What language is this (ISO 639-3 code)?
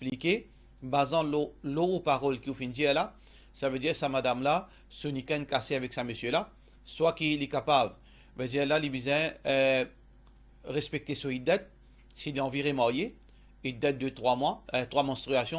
mfe